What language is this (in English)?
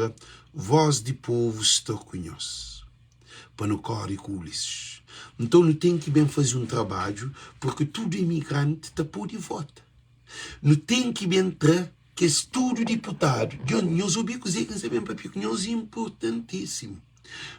Kabuverdianu